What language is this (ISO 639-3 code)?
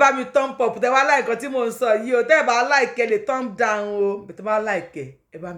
yor